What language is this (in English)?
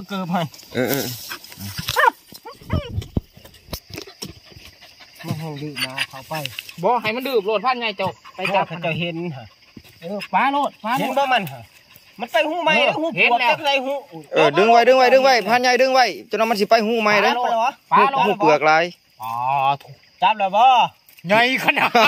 Northeastern Thai